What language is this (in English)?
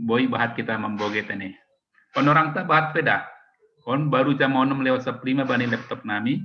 Batak Simalungun